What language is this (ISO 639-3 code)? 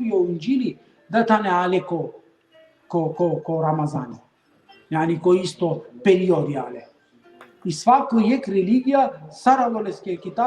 rmn